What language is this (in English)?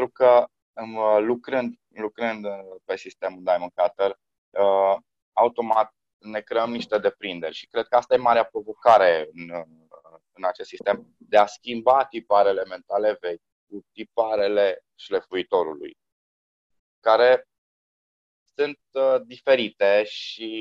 Romanian